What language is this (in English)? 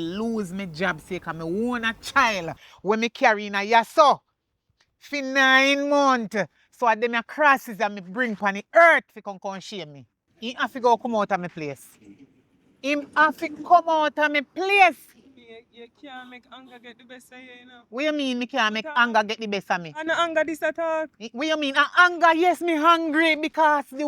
Jamaican Creole English